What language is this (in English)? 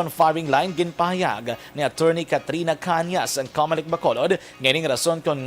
Hiligaynon